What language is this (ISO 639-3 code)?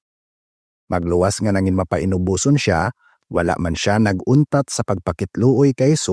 hil